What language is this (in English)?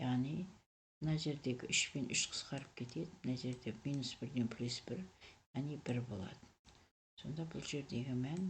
Kazakh